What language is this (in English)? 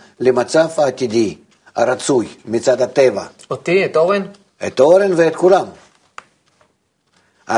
Hebrew